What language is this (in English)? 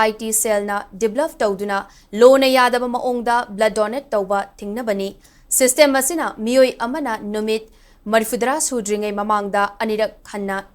Manipuri